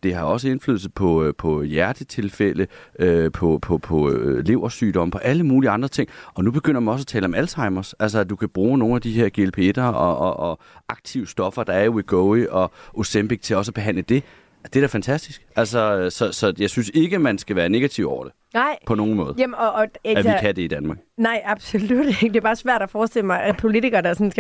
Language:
Danish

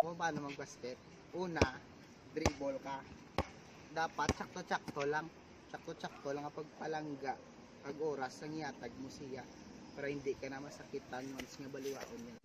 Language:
Hiligaynon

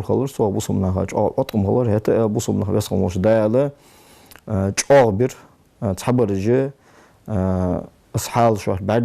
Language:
Ingush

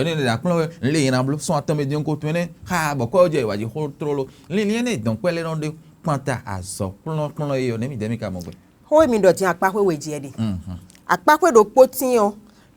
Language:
Fon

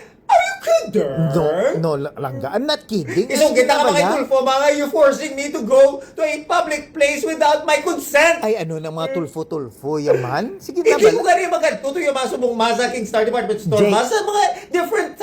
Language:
Hiligaynon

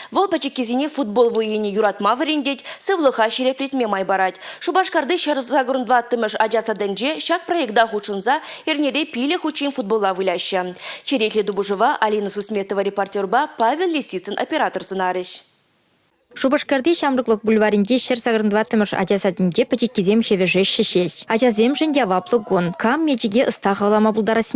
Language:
Chuvash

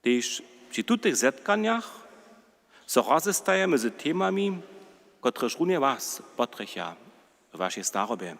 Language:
Upper Sorbian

